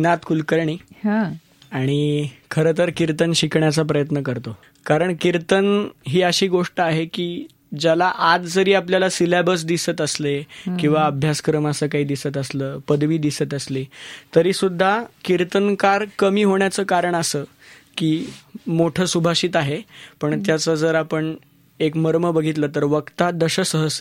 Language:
Marathi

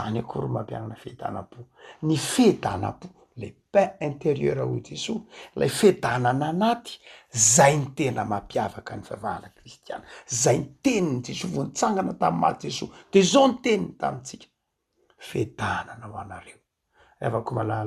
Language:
Malagasy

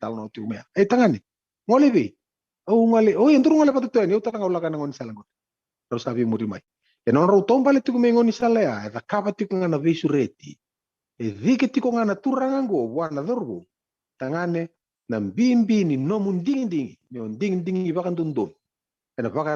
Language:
Fijian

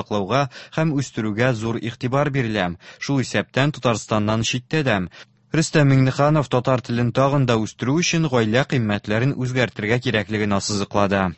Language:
Tatar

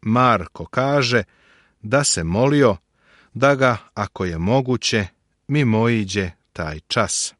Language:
Serbian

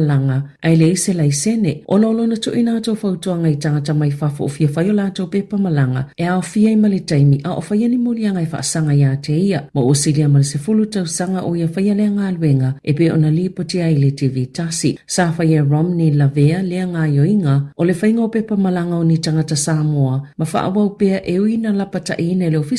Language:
Samoan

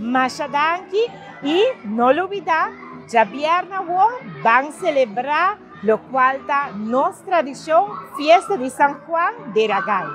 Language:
Papiamento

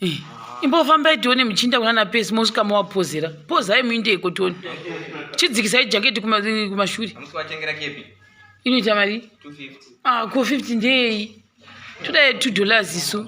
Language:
Shona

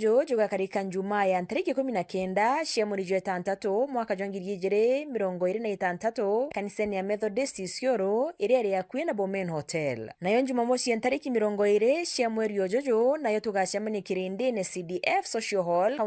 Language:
Meru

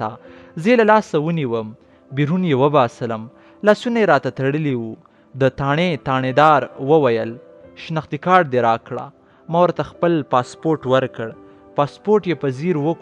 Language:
Pashto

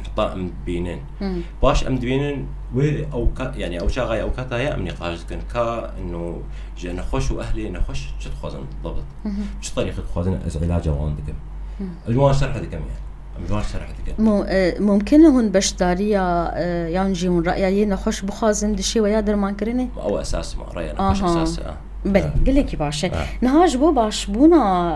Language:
Kurdish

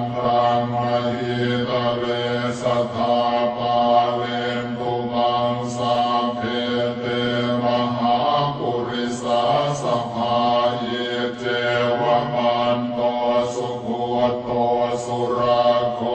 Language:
Pali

